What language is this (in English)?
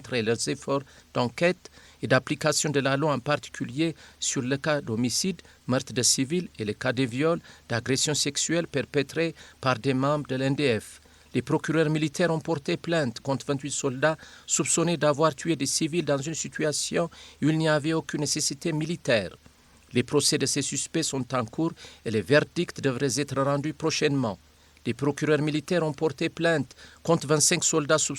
French